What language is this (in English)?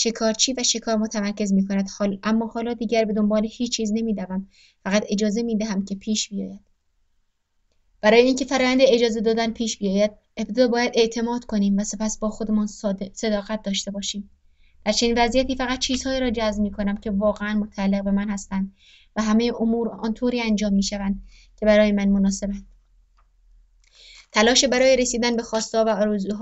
Persian